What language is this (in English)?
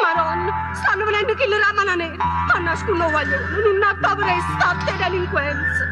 Neapolitan